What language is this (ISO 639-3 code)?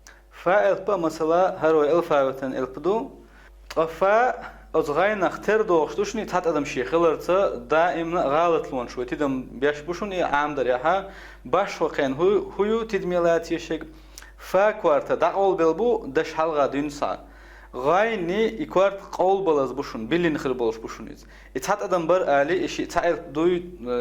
che